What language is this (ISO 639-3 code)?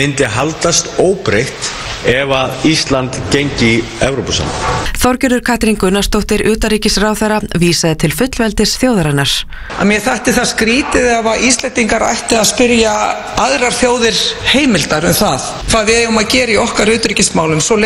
isl